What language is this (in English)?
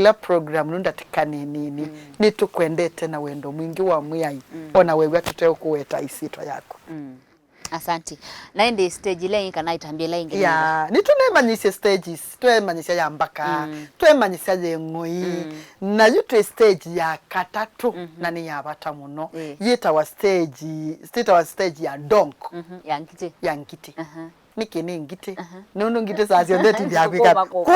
Kamba